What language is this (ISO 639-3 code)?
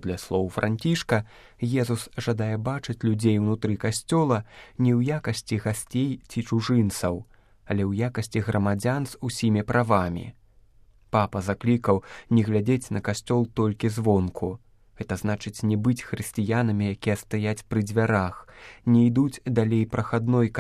bel